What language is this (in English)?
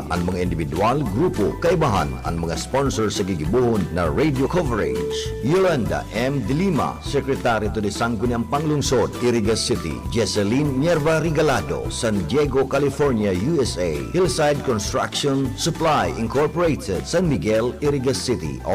Bikol